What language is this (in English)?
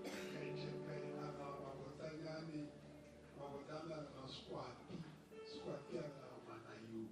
Northern Sotho